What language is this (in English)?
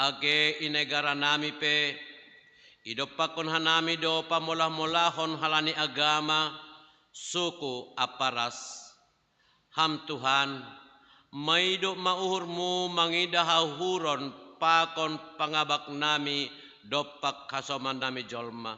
Batak Simalungun